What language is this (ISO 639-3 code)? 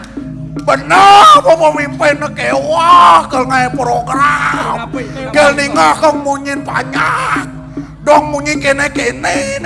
ban